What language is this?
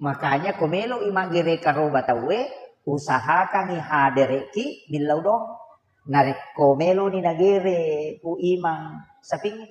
Buginese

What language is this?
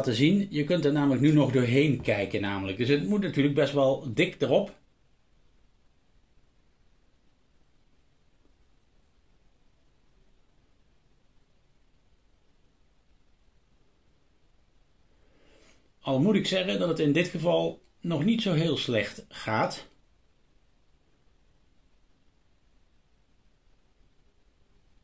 Dutch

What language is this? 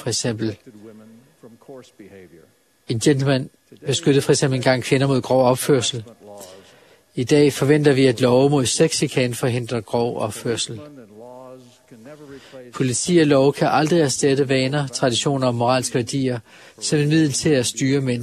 Danish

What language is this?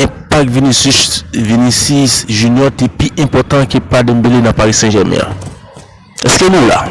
Haitian Creole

